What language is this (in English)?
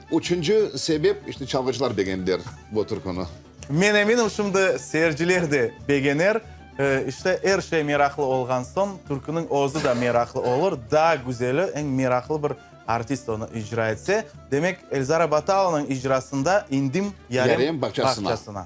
Crimean Tatar